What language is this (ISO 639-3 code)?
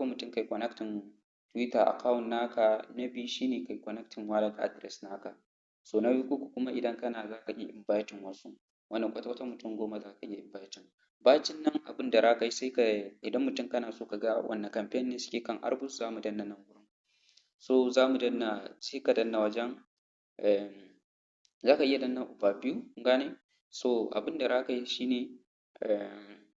hau